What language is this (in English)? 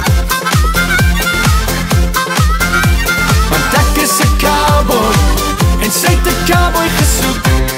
Afrikaans